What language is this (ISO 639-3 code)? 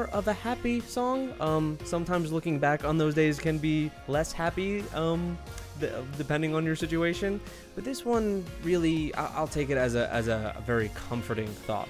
eng